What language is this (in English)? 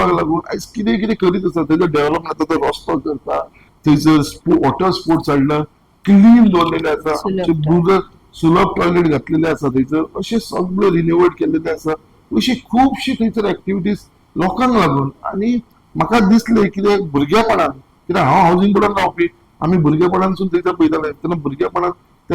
Konkani